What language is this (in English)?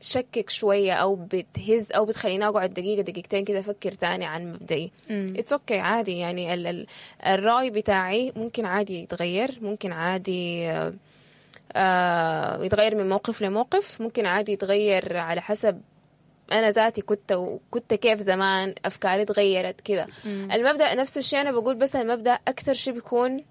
Sudanese Arabic